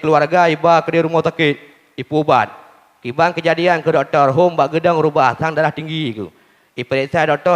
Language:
Achinese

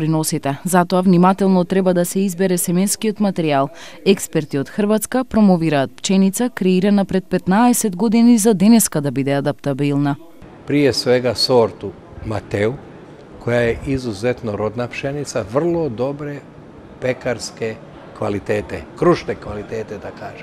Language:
Macedonian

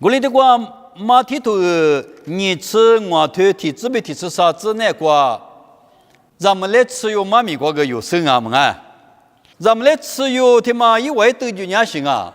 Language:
Lisu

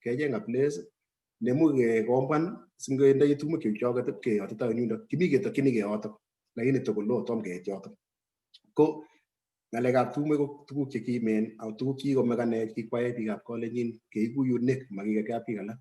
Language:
Kalenjin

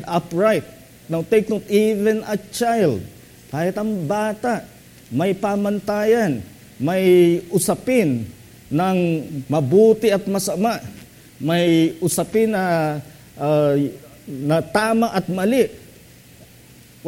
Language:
Filipino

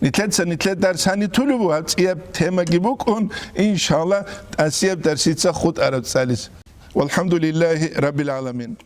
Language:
Avaric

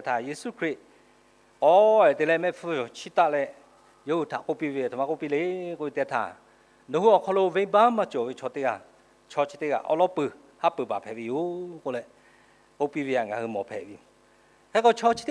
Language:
Lahu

